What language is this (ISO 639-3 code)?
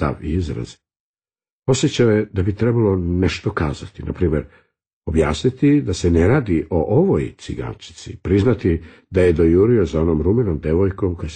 srp